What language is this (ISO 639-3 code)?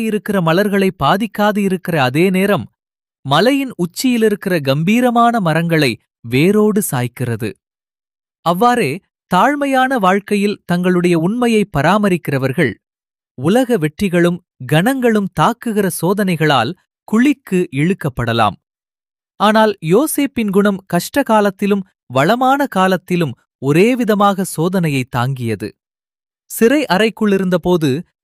tam